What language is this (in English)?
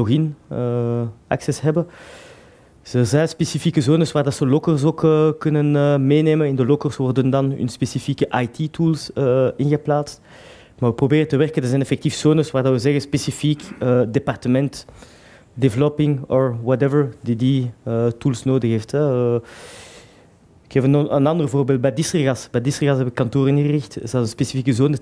Dutch